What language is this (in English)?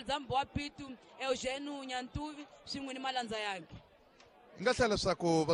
Tsonga